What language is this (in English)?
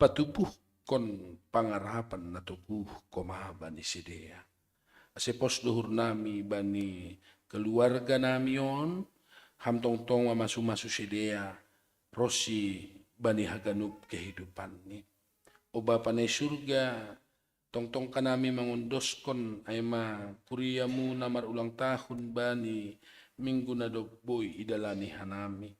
Batak Simalungun